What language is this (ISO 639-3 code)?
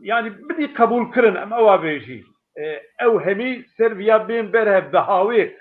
kur